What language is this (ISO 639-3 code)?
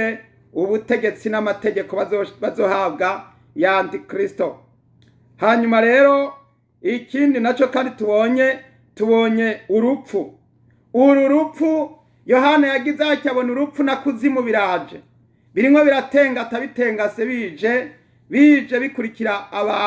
run